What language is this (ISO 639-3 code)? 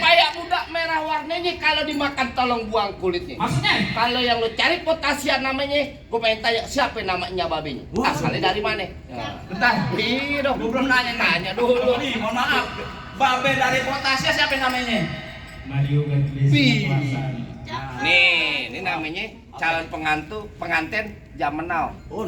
bew